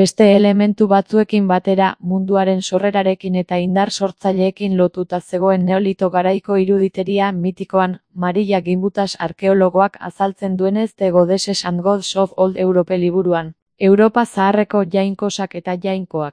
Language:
Basque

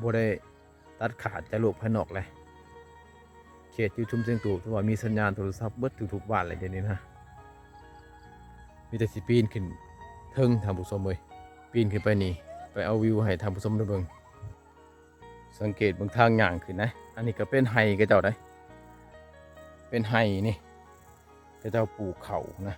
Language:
Lao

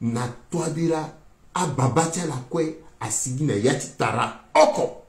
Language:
Sango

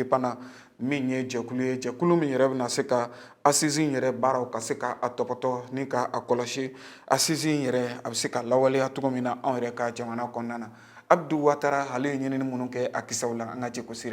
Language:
Bambara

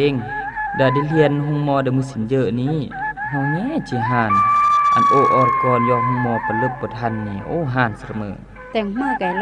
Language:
Khmu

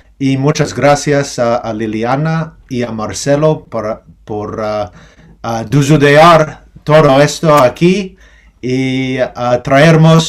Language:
Ladino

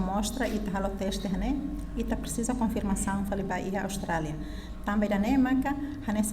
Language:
Tetum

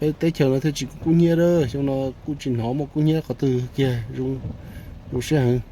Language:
Hmong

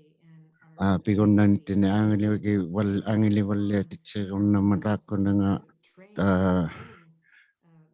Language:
Inuktitut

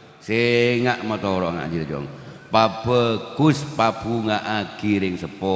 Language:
Madurese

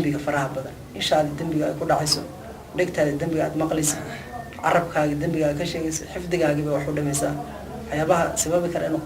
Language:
Somali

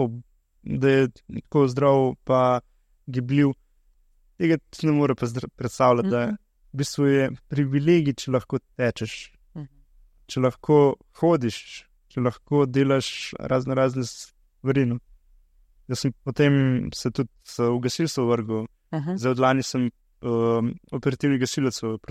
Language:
Slovenian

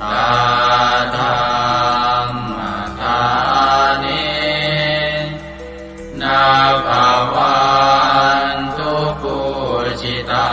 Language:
Pali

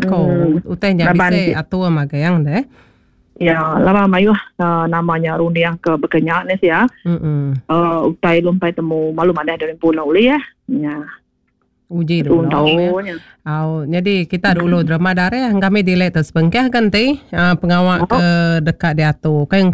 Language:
Iban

